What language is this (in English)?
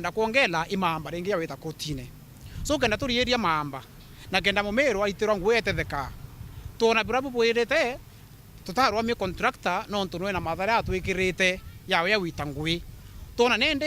Meru